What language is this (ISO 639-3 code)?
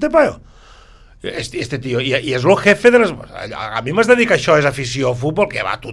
cat